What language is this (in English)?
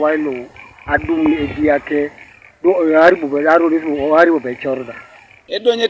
Teso